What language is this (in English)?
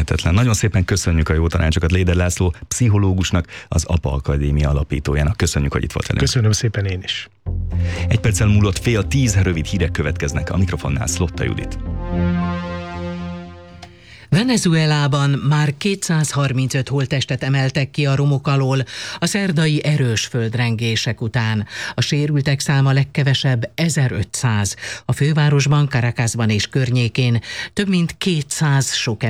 Hungarian